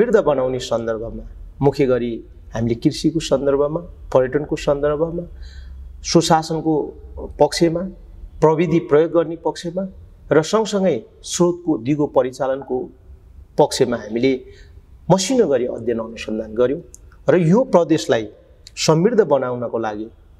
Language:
Nepali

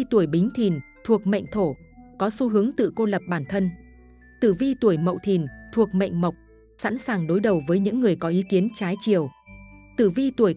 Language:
Vietnamese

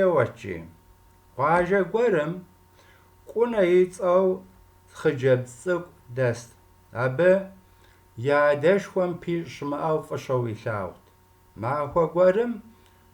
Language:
Kabardian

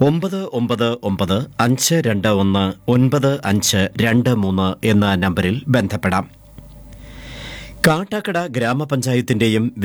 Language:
Malayalam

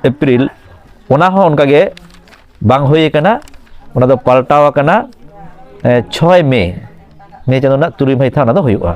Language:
Santali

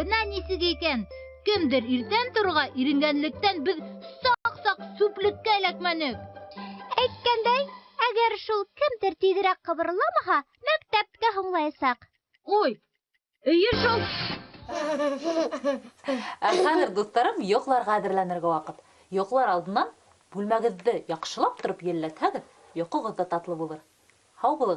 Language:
Bashkir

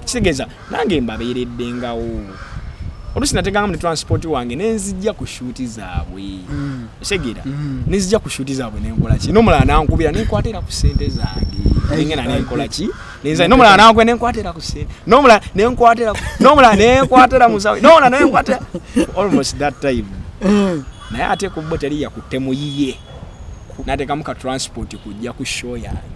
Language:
Ganda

